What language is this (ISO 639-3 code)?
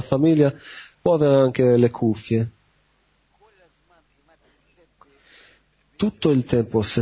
ita